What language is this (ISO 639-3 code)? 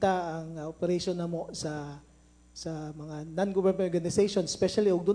ceb